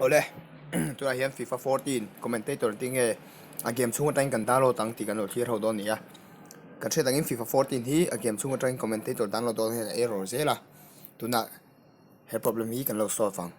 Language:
Mizo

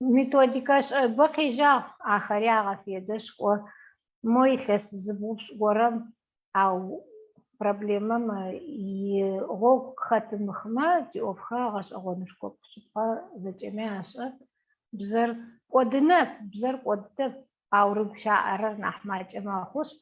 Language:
Adyghe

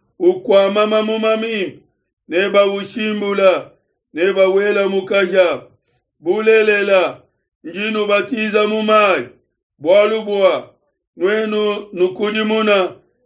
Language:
Luba-Lulua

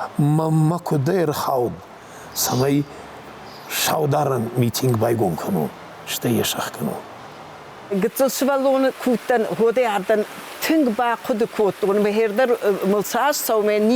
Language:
Ossetic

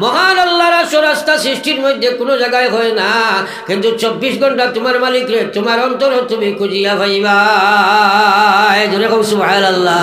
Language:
Sylheti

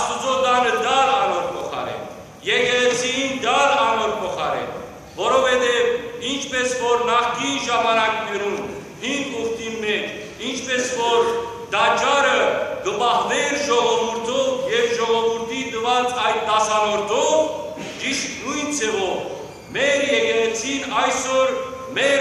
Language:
Western Armenian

